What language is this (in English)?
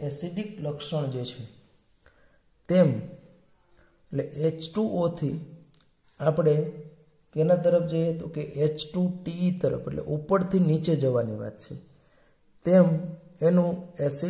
Gujarati